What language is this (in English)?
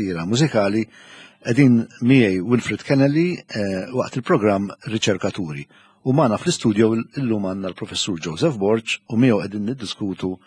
Maltese